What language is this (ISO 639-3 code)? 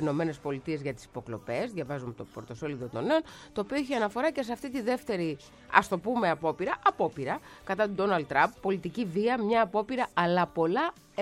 ell